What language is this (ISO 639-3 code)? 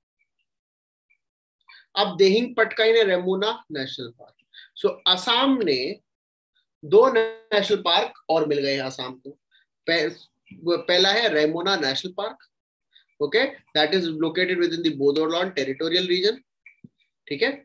hin